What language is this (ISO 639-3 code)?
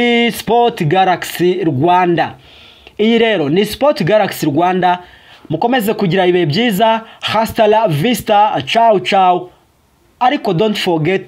kin